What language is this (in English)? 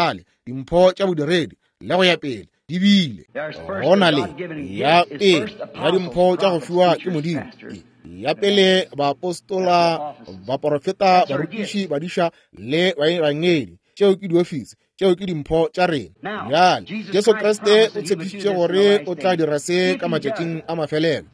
Northern Sotho